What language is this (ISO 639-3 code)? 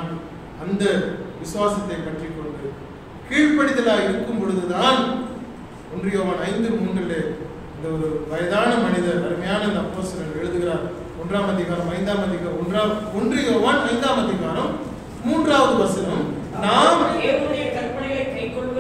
tam